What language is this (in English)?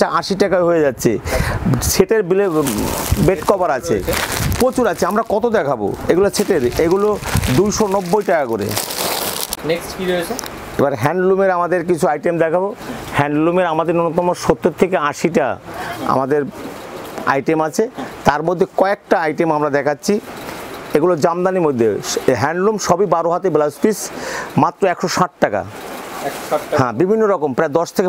Bangla